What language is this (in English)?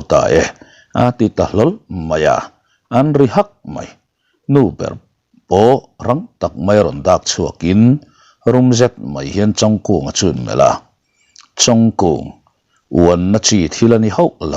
Mizo